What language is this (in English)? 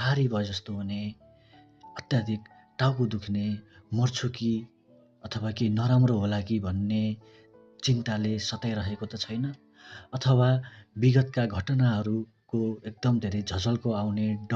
Nepali